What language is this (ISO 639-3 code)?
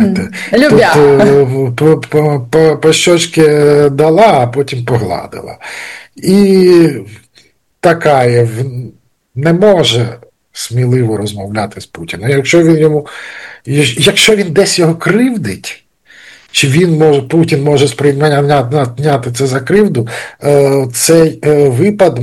ukr